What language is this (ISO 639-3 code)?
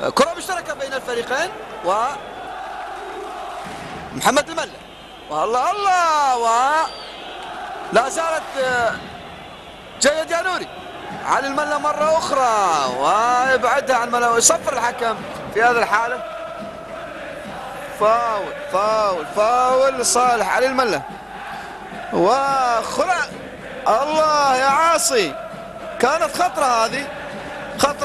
ara